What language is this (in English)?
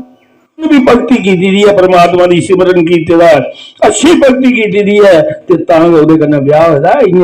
Dogri